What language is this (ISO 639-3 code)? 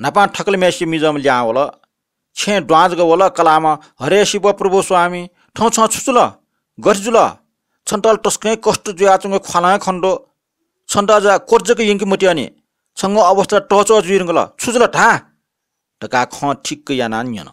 new